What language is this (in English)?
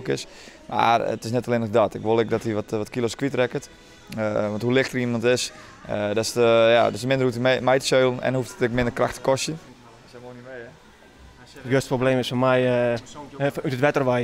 Western Frisian